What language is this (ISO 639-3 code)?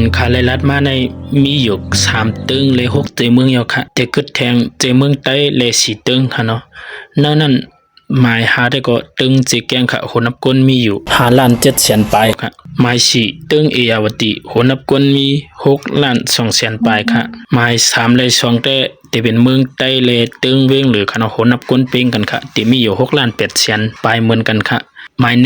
shn